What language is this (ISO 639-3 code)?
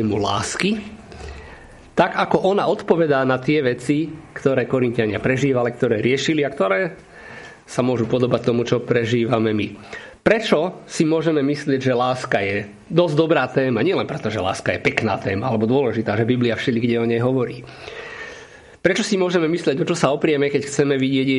slk